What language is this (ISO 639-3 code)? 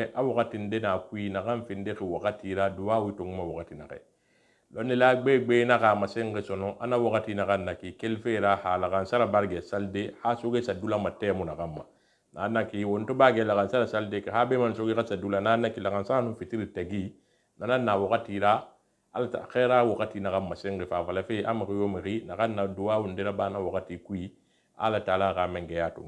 sus